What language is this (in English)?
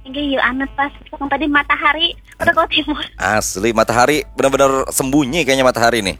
Banjar